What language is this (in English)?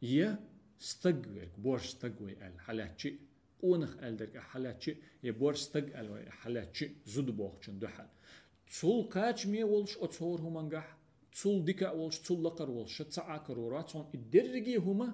Chechen